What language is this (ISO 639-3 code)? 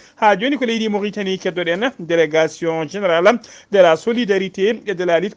ful